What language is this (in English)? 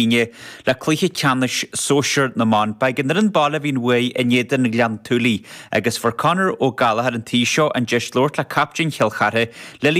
Irish